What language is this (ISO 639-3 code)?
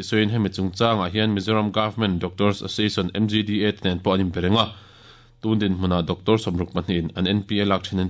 lus